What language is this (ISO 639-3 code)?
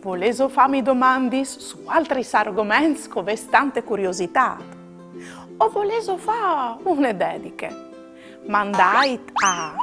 fur